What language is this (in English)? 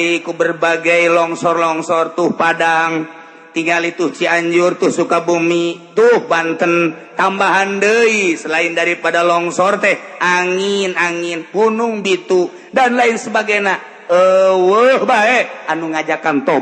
Sundanese